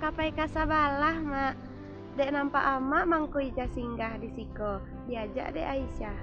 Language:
Minangkabau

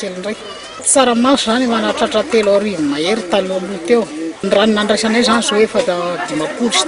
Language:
Malagasy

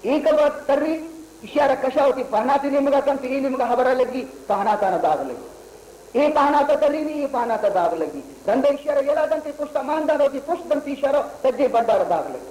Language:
Baluchi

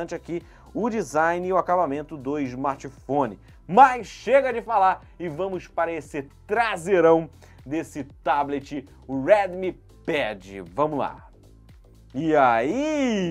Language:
Portuguese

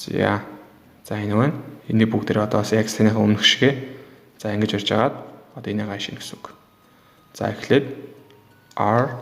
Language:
Mongolian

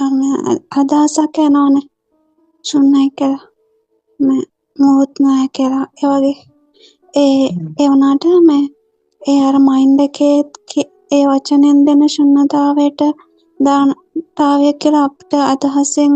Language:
Sinhala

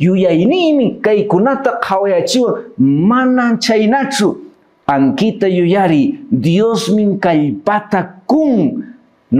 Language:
Quechua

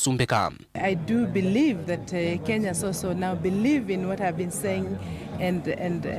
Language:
Kamba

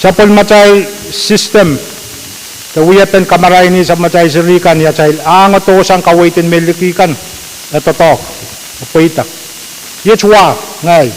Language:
Pohnpeian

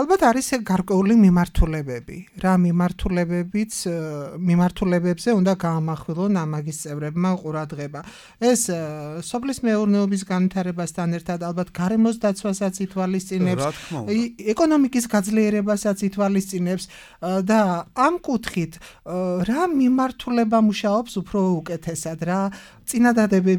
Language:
Georgian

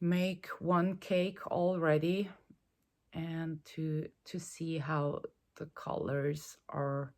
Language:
Swiss German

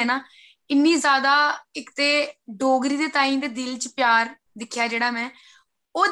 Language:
Dogri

